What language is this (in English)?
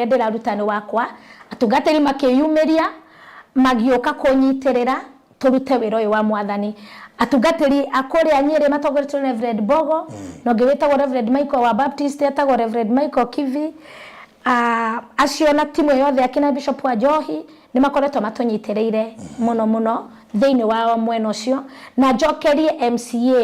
Kikuyu